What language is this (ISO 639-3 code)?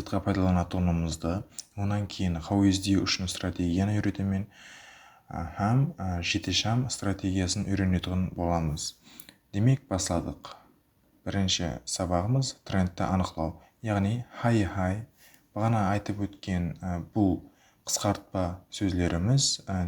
kaa